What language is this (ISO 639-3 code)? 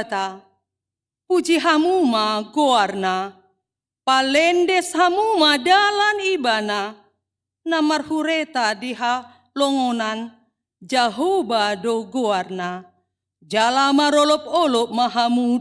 bbc